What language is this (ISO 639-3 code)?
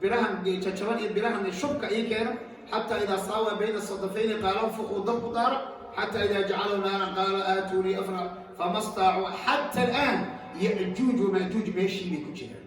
som